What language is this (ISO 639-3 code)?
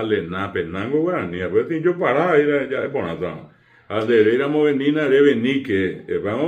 grn